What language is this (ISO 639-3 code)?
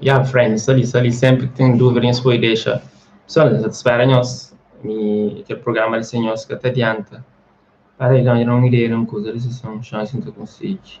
kea